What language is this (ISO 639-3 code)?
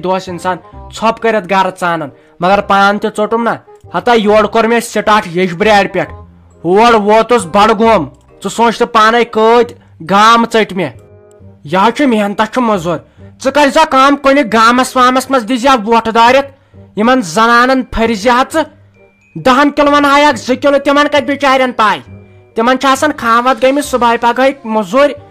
kas